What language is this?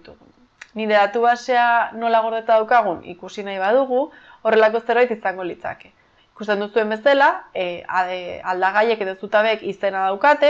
Basque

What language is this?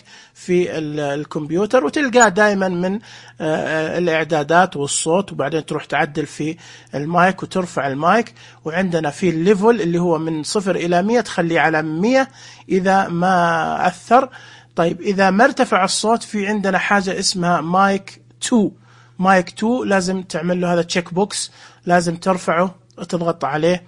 Najdi Arabic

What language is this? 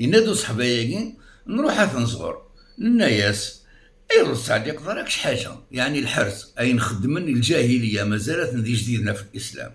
Kabyle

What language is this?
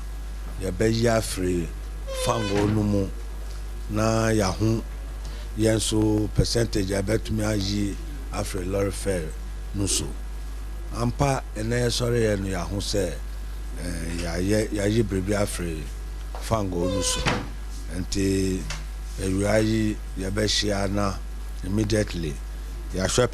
Akan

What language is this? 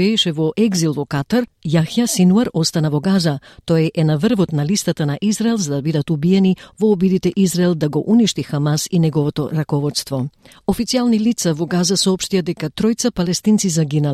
Macedonian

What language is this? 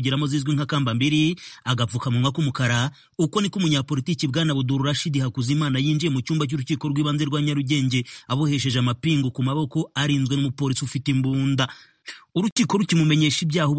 Kinyarwanda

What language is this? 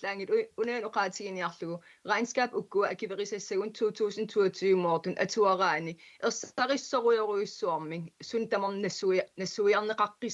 Kalaallisut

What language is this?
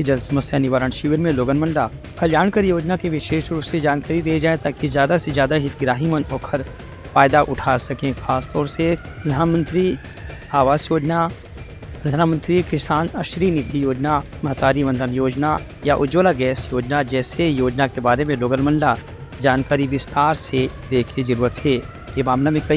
Chhattisgarhi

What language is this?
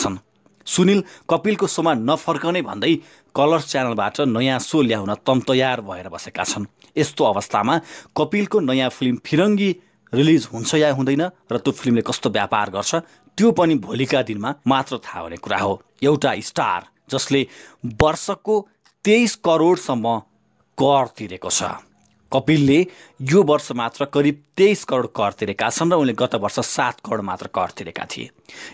Nepali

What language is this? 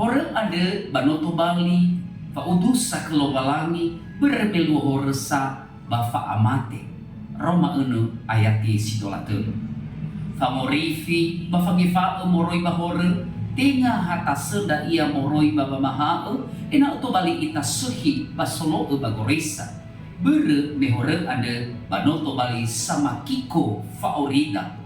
Nias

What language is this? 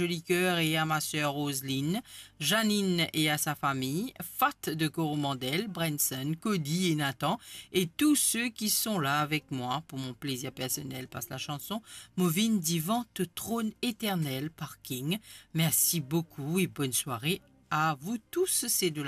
Morisyen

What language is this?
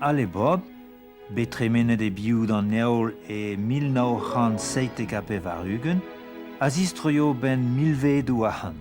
Breton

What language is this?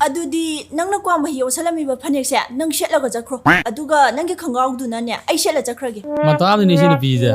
Manipuri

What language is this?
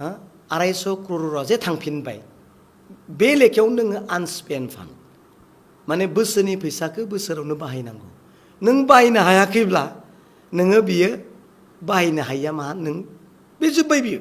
Bodo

